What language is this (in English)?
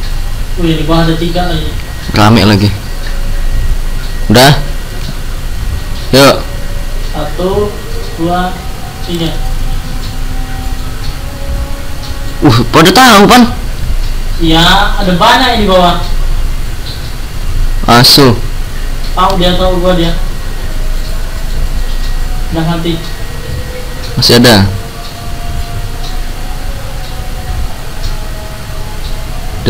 Indonesian